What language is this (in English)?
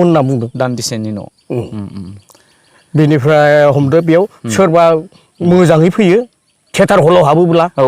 Bodo